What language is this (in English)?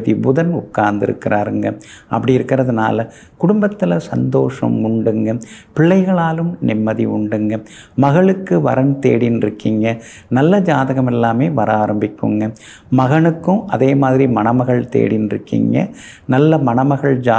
Tamil